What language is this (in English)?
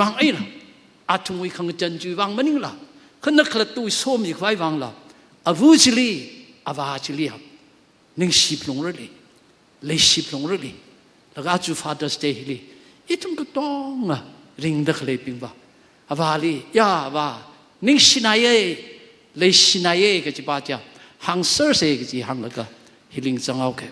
Tangkhul Naga (India)